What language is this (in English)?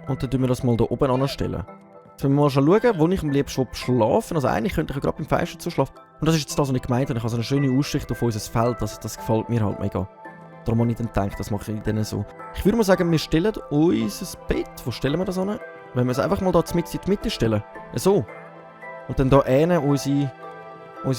Swiss German